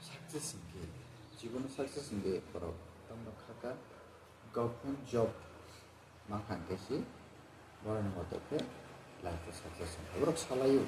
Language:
Kok Borok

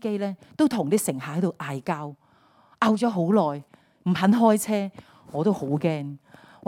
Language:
Cantonese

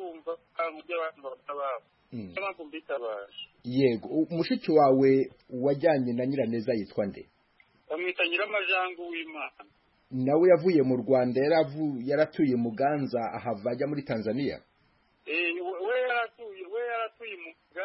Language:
Kinyarwanda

